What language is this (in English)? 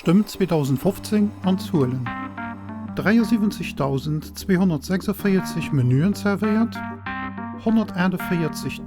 Luxembourgish